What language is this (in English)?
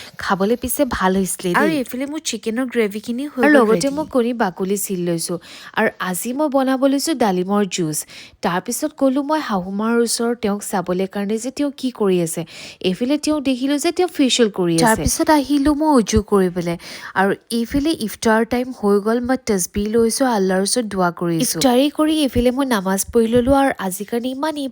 Assamese